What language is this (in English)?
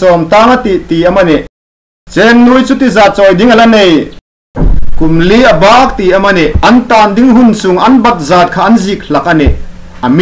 Hmar